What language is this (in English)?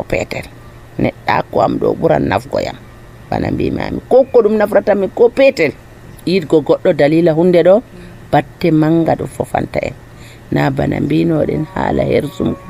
Nigerian Fulfulde